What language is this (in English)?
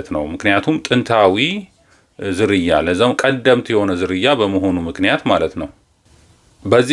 Amharic